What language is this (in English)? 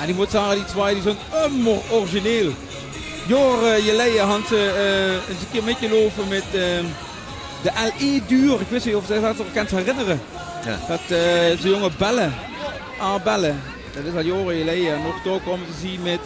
Limburgish